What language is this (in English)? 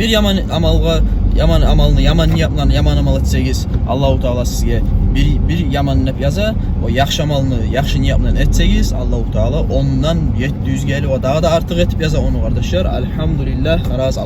Kumyk